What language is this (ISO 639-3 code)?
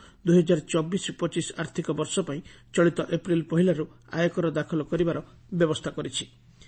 ori